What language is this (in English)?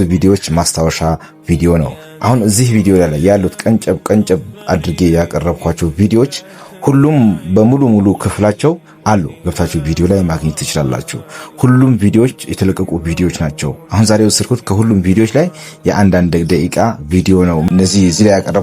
Amharic